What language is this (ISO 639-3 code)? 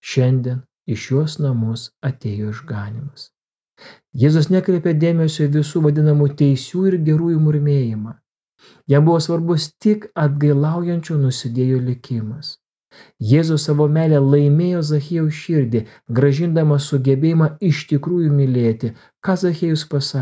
lit